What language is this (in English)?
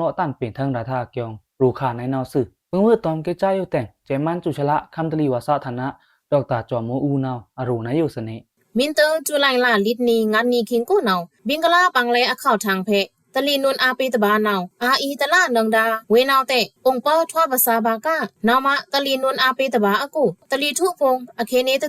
Pa'o Karen